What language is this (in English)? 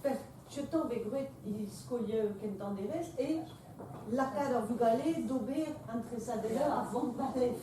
Breton